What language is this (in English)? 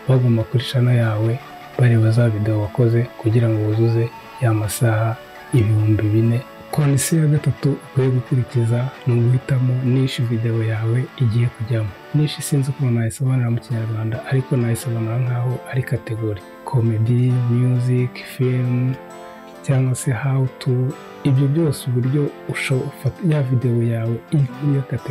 Kinyarwanda